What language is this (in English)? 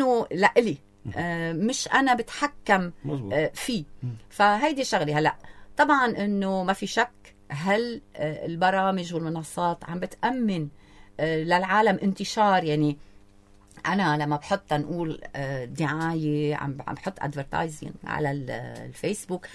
North Levantine Arabic